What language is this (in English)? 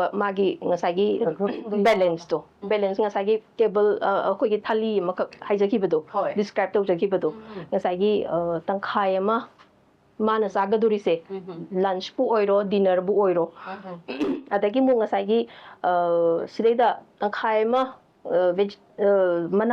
Manipuri